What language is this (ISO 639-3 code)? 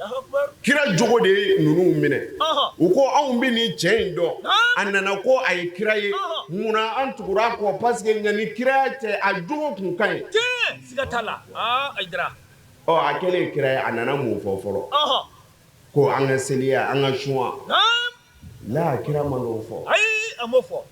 bam